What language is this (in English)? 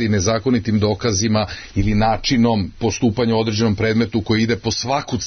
Serbian